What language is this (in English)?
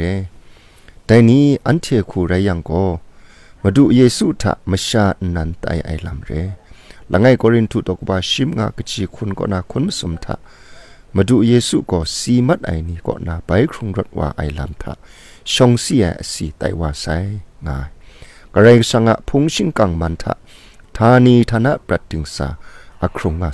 Kachin